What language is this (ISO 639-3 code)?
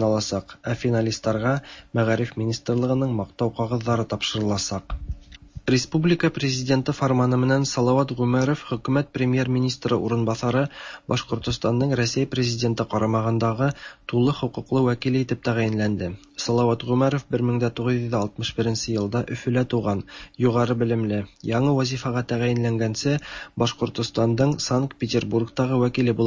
tat